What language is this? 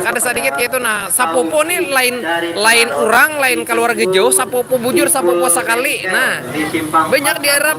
Banjar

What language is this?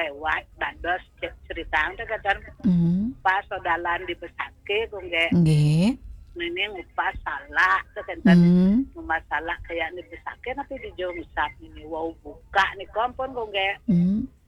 Balinese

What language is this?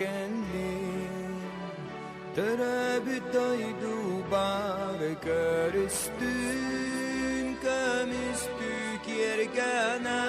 Yakut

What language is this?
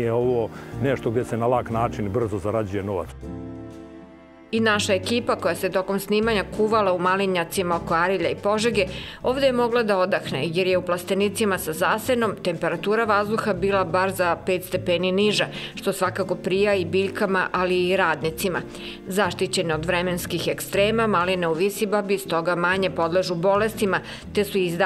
Serbian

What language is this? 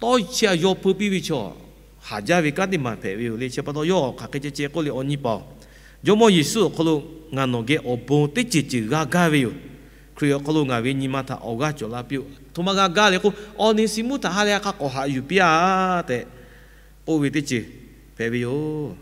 Lahu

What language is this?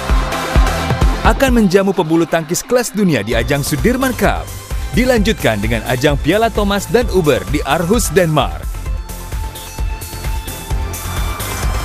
Indonesian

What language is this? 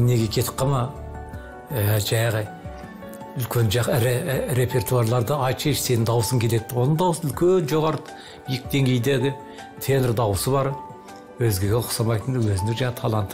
Kazakh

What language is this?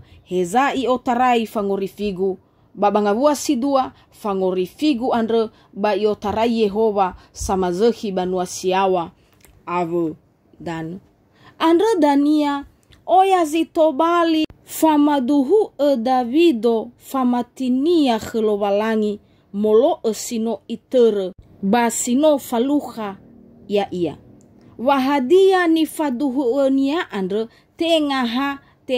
Nias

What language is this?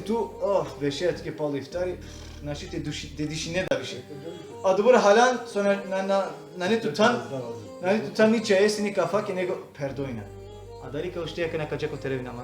Balkan Romani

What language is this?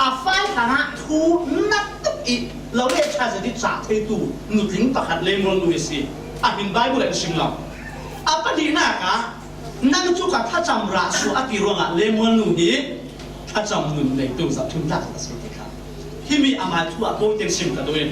Falam Chin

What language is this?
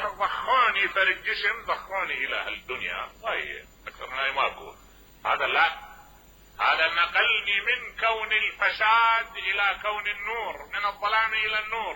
Mesopotamian Arabic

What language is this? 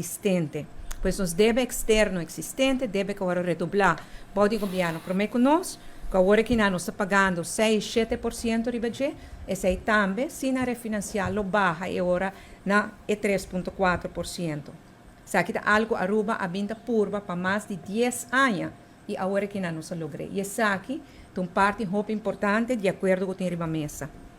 Papiamento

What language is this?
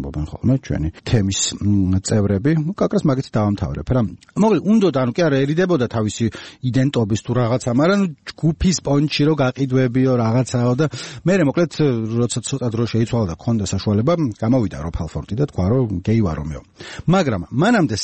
Georgian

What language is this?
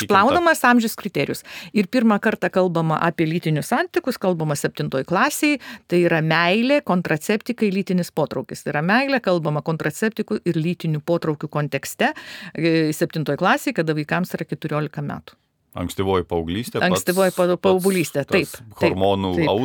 Lithuanian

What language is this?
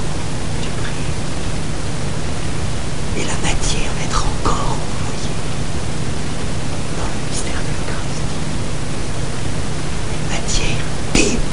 French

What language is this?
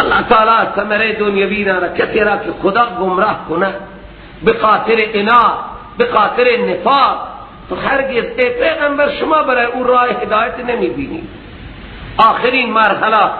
Persian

